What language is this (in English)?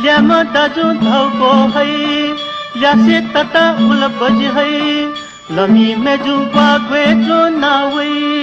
Newari